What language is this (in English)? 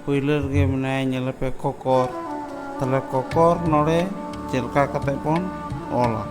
Santali